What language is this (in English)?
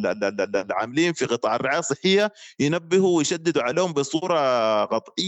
Sudanese Arabic